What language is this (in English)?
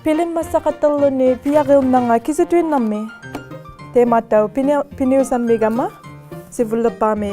Inuktitut